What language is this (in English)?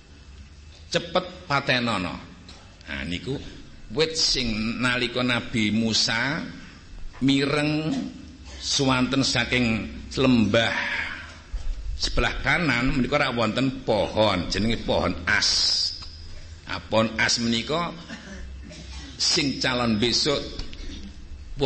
Javanese